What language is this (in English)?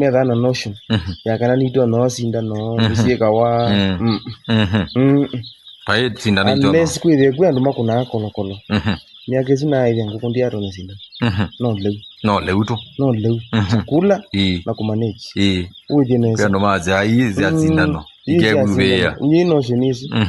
Kamba